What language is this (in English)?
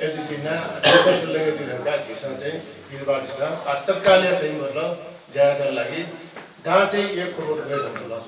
Newari